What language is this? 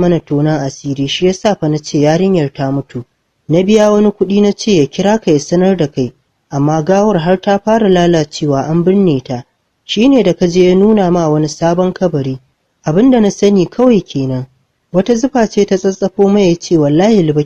Hausa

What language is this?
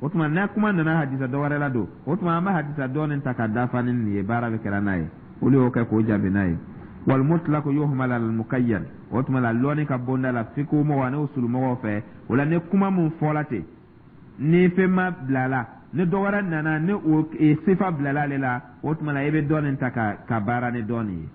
Dyula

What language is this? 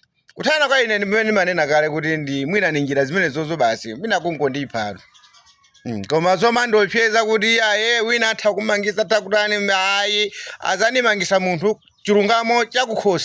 Nyanja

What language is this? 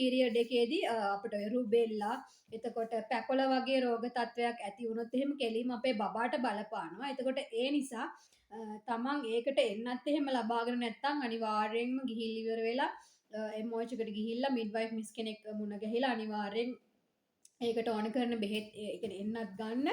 Sinhala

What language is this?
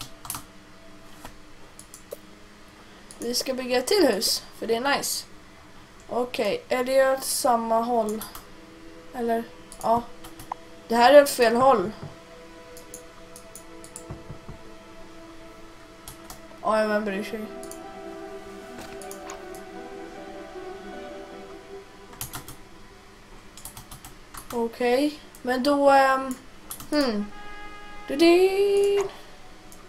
Swedish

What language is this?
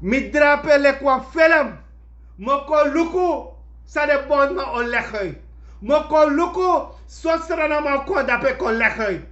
Sranan Tongo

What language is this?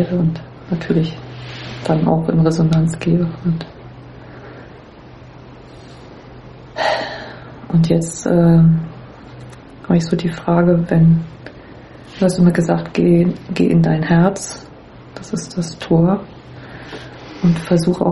German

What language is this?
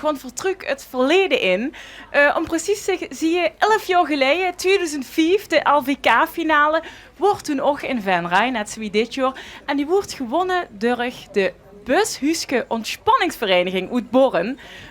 Limburgish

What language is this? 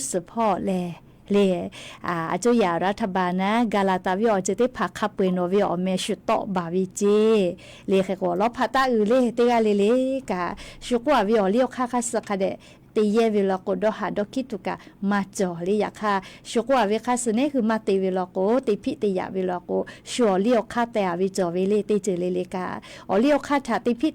Lahu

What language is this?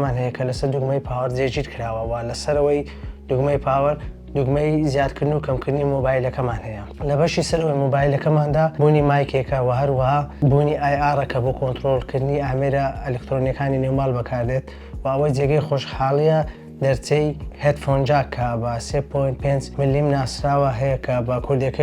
Central Kurdish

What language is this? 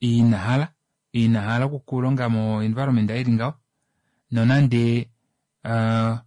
Kuanyama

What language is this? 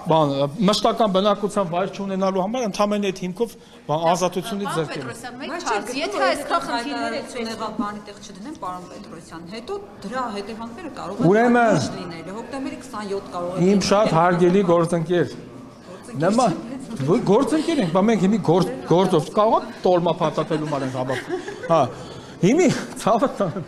Armenian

